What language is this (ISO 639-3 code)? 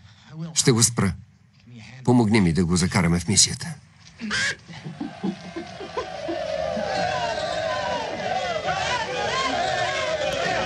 bul